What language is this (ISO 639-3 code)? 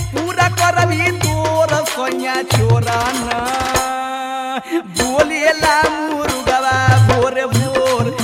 bho